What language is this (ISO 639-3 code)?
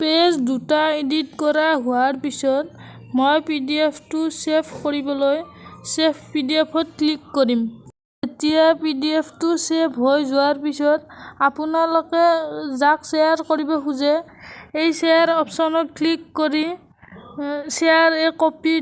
asm